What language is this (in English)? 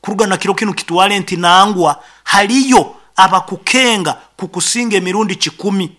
Nyoro